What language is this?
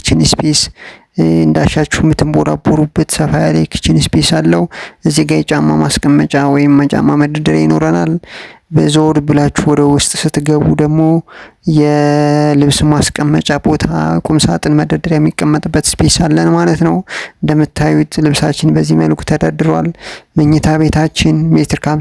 Amharic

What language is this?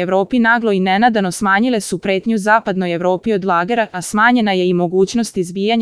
Serbian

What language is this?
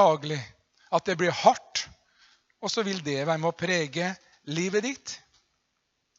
Norwegian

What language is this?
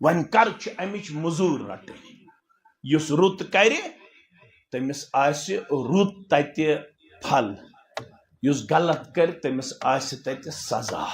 Kashmiri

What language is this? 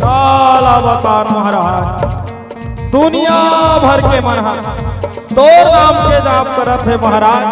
Chhattisgarhi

